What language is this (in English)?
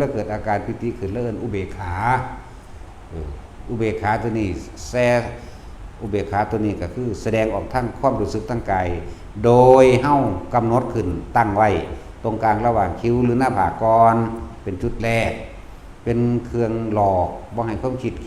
Lao